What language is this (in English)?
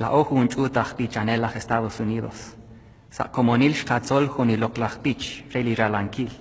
Kekchí